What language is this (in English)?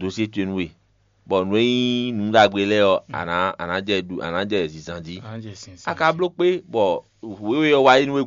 Fon